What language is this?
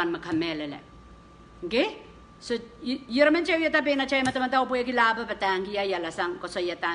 Pohnpeian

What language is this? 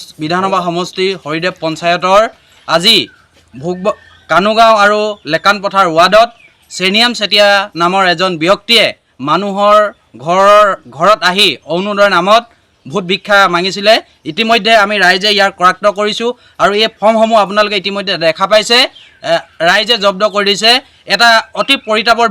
Assamese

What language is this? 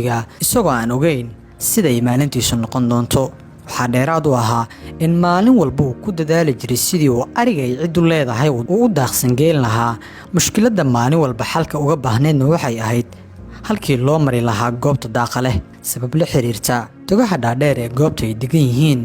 Somali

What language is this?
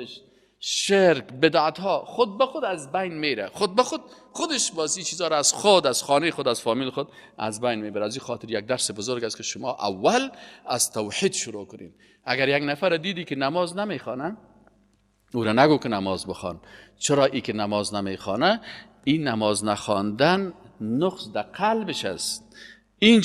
Persian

